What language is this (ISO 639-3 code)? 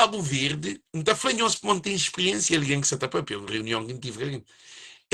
kea